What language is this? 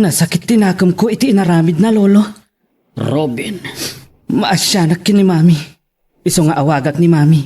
Iloko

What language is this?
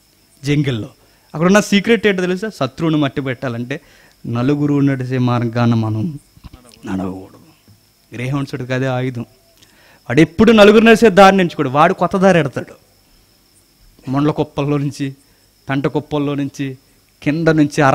Telugu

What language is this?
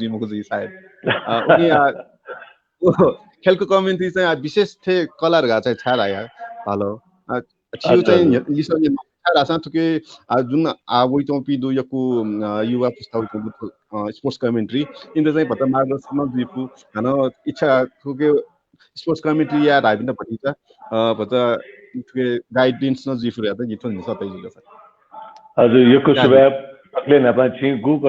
Newari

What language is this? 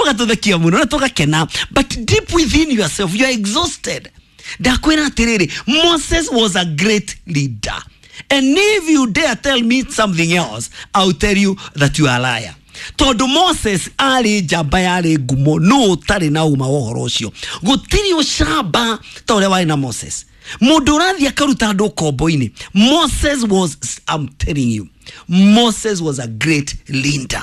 Kikuyu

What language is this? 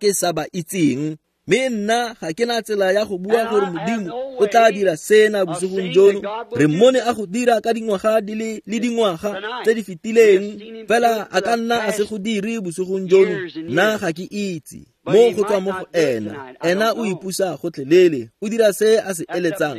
Tswana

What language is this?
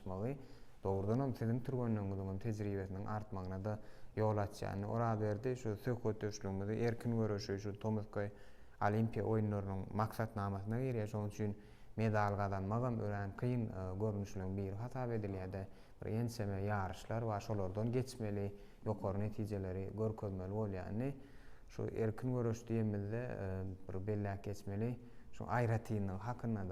Turkmen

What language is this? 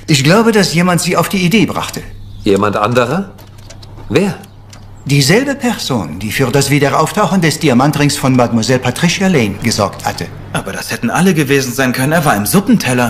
German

